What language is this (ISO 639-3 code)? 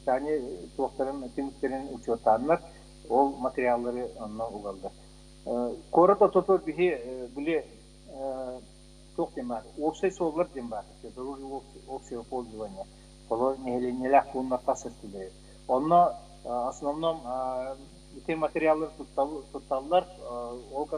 sah